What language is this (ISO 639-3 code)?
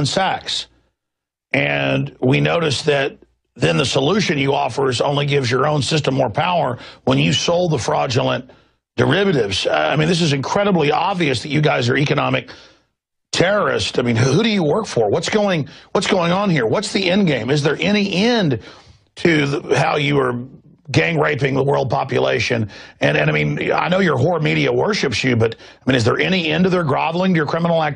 eng